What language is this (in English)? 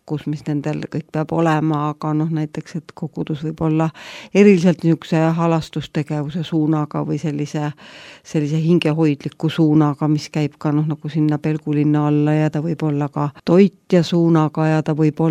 Estonian